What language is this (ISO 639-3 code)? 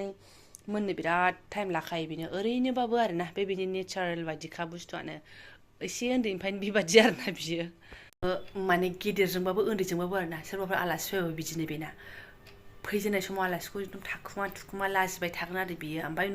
brx